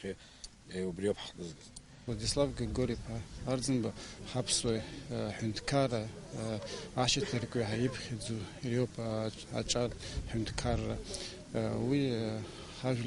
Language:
Abkhazian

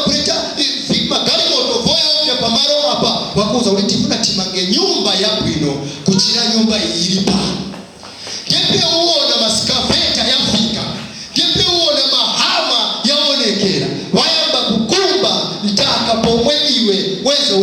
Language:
Nyanja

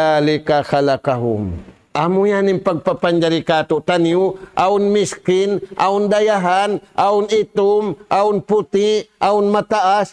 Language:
Tausug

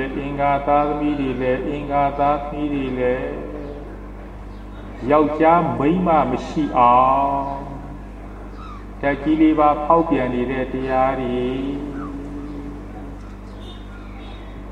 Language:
Burmese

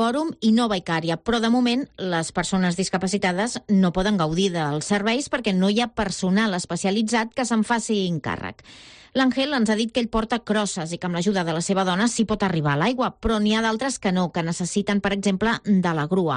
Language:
Catalan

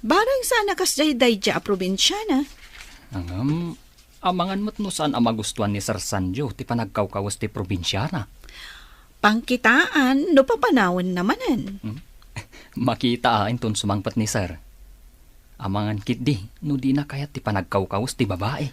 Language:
Iloko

